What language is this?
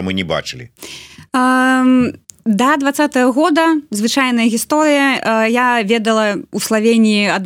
Belarusian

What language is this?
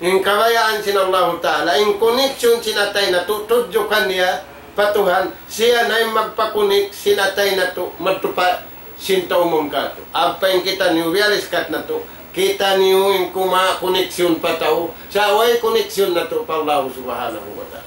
Tausug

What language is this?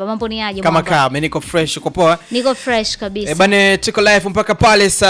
Swahili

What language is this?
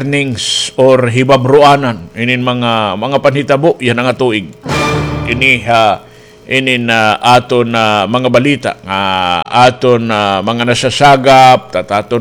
Waray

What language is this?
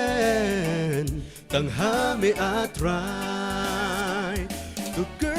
Khasi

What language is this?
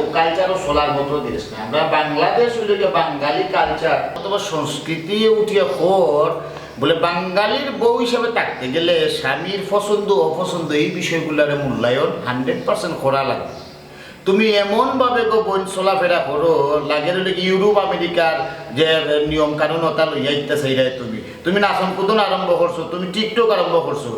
Sylheti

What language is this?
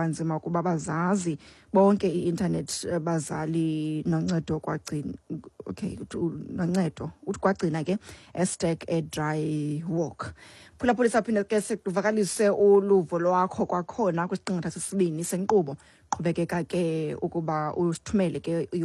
Xhosa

